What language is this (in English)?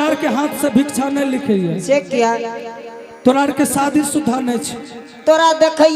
Angika